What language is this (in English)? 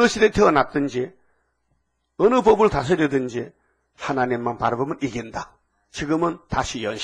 Korean